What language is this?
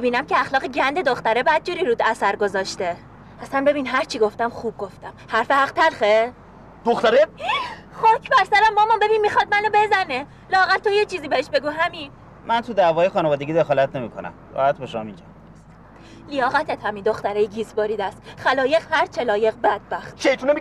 Persian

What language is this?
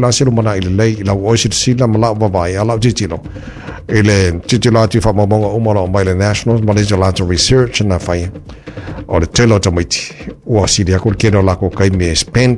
Samoan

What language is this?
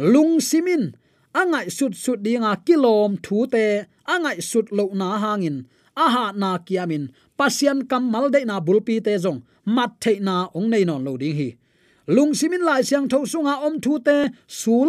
Tedim Chin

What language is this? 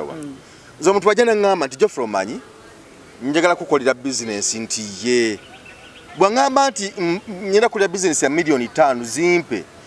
Ganda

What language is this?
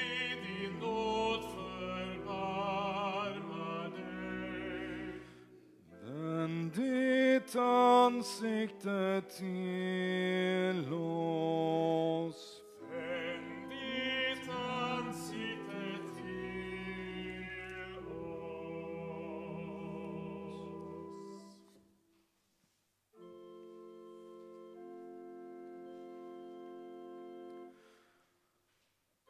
Swedish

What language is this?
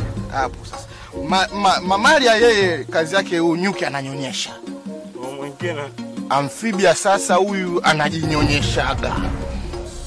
Swahili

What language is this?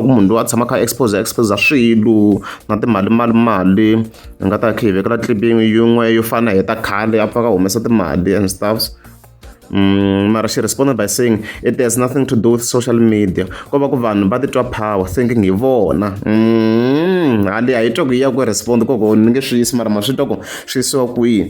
Tsonga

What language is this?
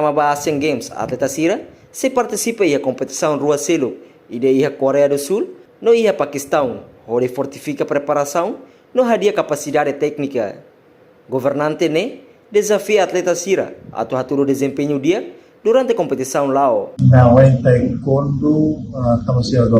Tetum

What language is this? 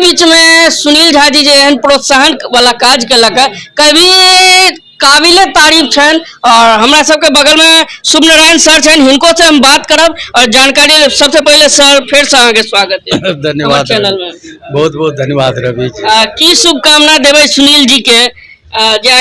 Maithili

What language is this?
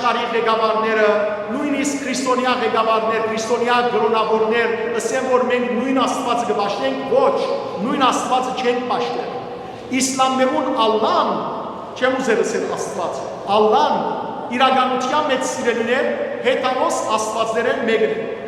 Western Armenian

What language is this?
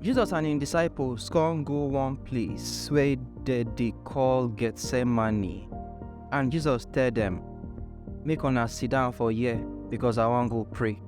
Nigerian Pidgin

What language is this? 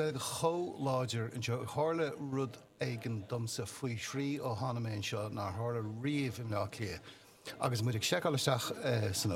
Irish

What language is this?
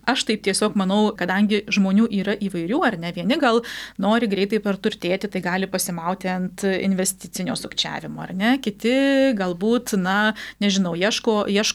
Lithuanian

